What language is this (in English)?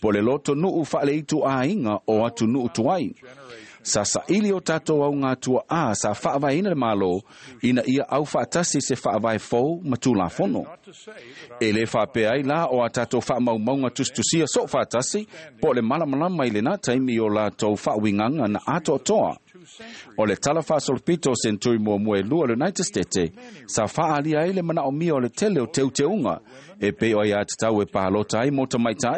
Samoan